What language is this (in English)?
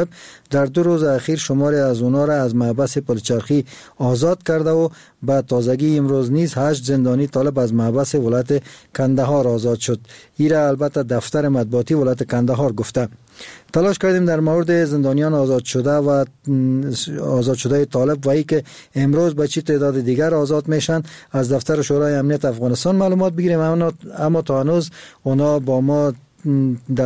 Persian